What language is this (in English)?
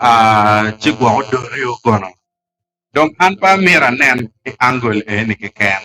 Acoli